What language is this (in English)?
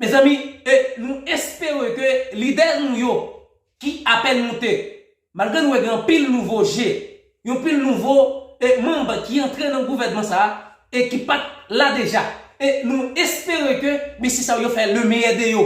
Haitian Creole